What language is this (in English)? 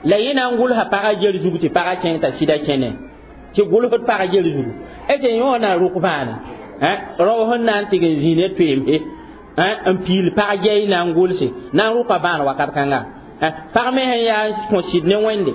Mossi